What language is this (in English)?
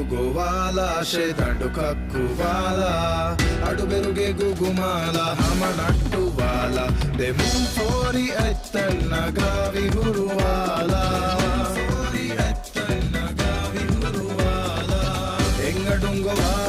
Divehi